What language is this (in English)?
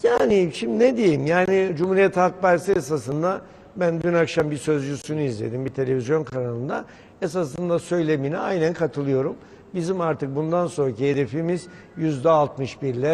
Turkish